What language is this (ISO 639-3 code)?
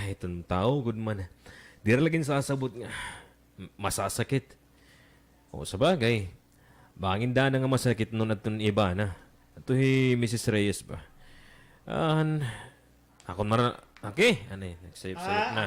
war